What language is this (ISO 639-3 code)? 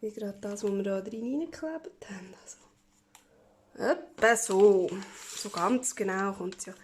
gsw